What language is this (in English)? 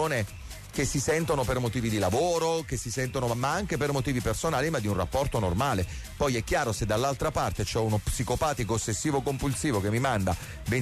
Italian